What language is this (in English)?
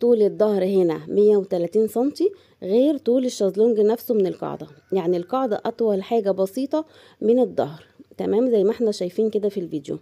Egyptian Arabic